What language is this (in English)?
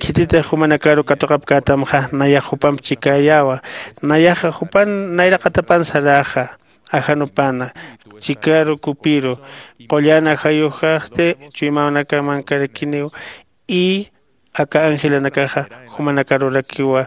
Aymara